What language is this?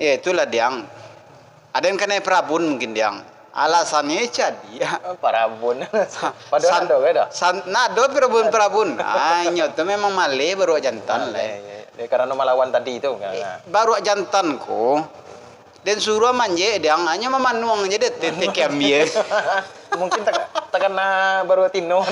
Minangkabau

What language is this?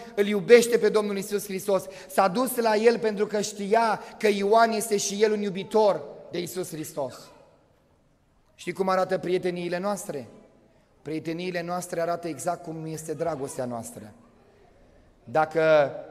Romanian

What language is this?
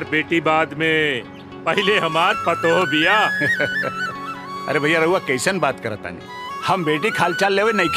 Bhojpuri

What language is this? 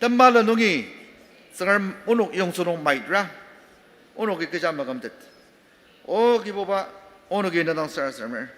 Ao Naga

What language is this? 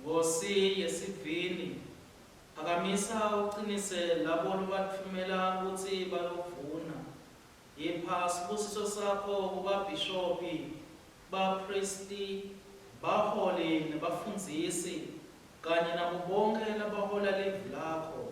Swati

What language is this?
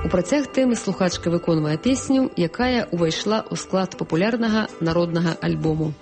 Belarusian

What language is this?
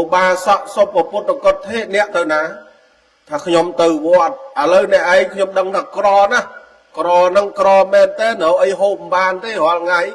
Khmer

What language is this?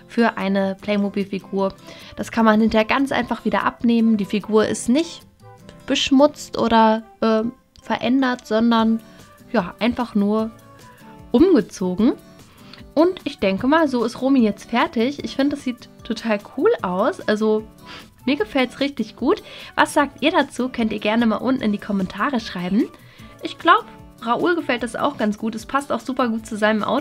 German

